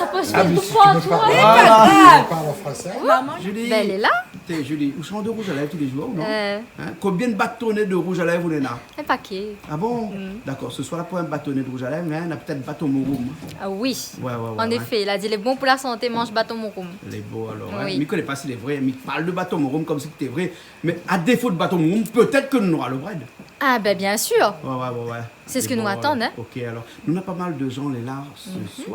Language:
Réunion Creole French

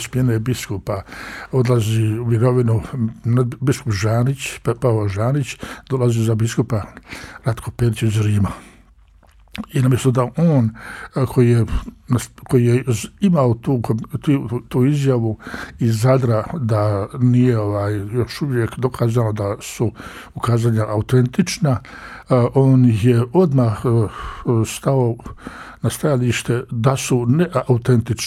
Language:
Croatian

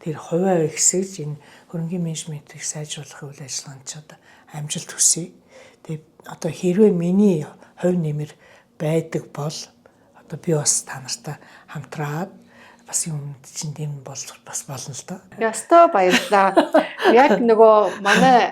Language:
Mongolian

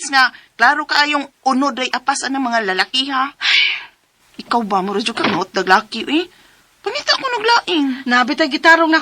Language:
Cebuano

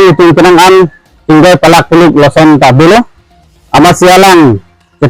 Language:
Karbi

